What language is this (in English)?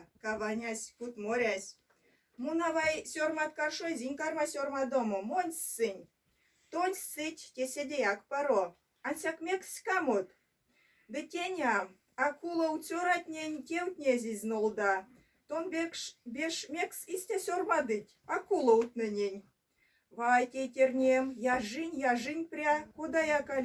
Erzya